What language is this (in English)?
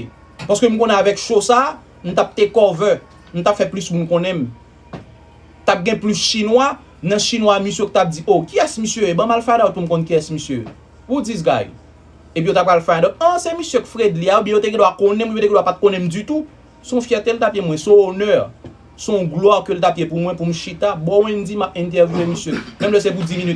Haitian Creole